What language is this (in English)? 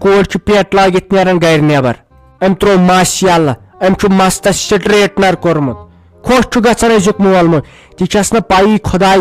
Kashmiri